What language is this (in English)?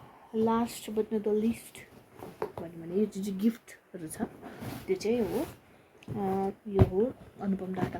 Nepali